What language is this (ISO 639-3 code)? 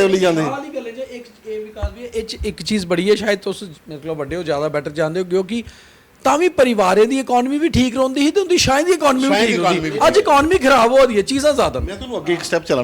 doi